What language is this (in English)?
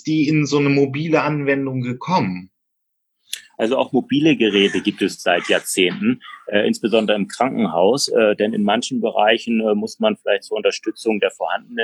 German